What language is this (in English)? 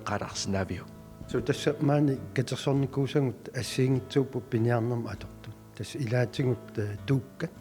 Kalaallisut